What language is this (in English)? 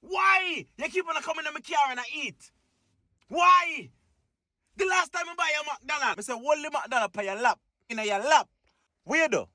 Jamaican Creole English